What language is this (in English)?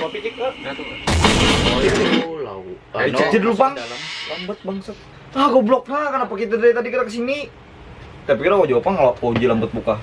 Banjar